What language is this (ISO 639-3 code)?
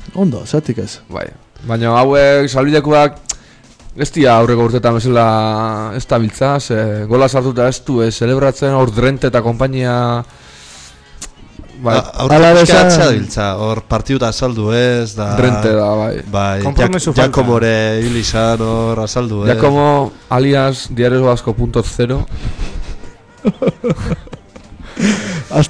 eus